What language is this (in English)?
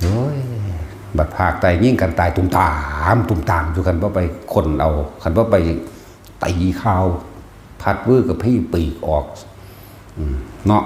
Northeastern Thai